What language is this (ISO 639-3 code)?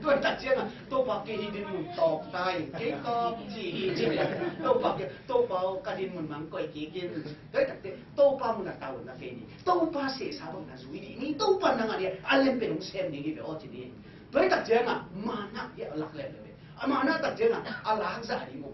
ctd